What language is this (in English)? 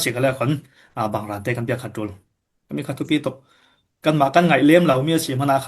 Falam Chin